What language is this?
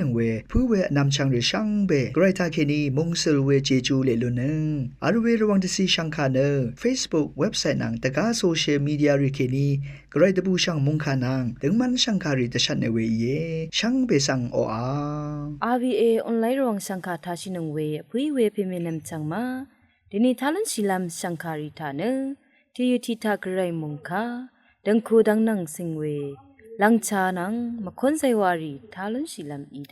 Rawang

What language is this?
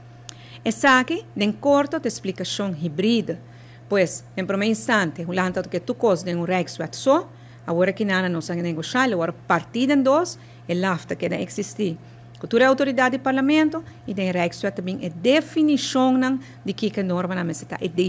Papiamento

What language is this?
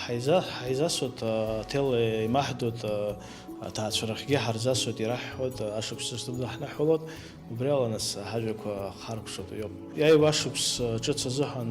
Abkhazian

